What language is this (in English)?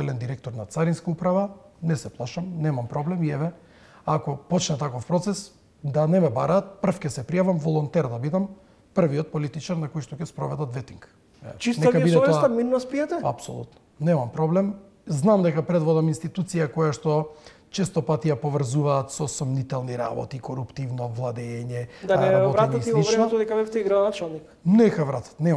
Macedonian